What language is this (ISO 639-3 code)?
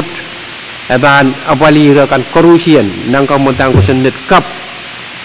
pon